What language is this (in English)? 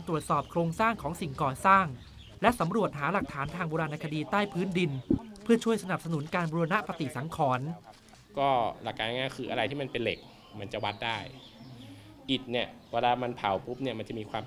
Thai